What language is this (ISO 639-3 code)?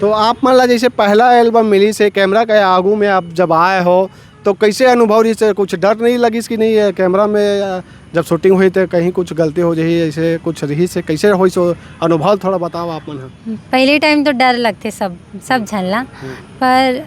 hne